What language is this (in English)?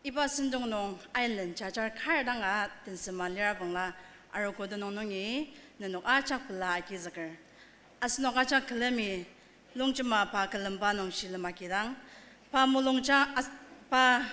Ao Naga